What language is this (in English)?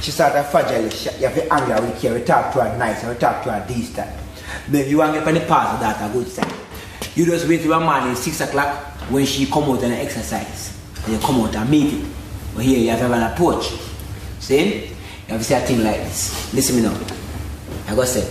Jamaican Creole English